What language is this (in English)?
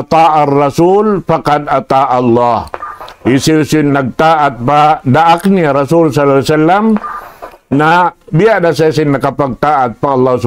Tausug